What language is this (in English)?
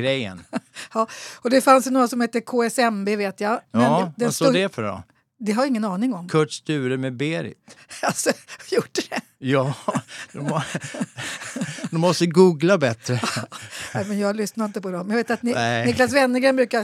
Swedish